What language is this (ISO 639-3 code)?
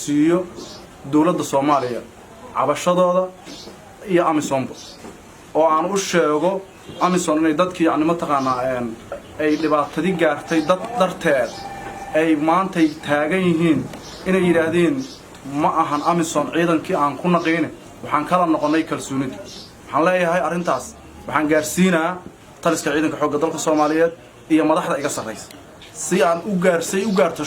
som